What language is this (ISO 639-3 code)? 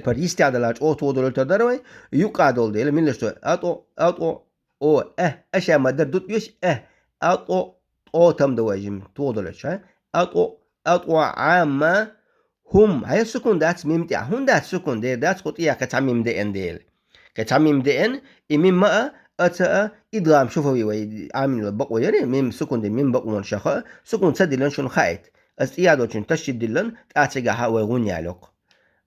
che